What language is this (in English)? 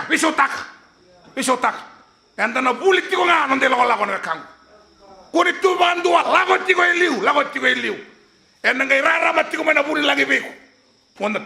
Fijian